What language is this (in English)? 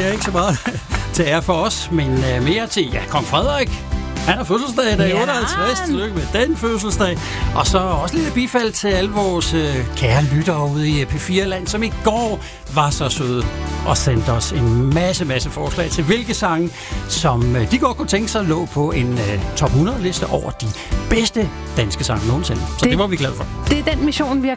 Danish